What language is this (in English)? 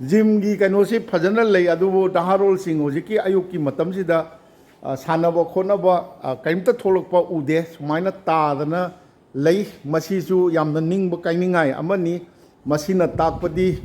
Manipuri